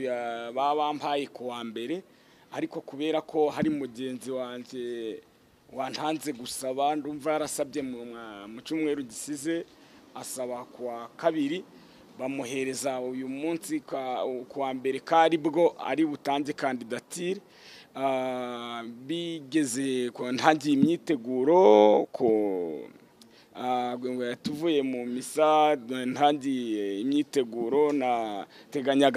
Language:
Kinyarwanda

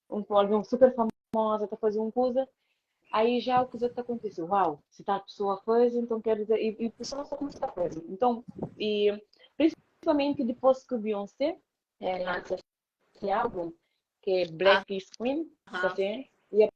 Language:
Kabuverdianu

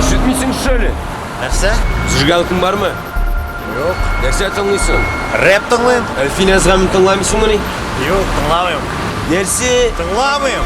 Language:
Tatar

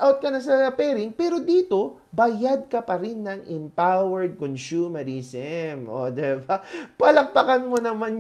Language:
Filipino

